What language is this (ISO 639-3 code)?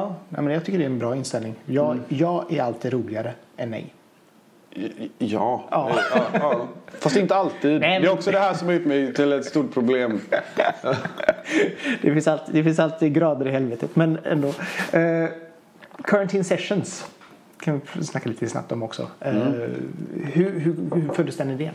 swe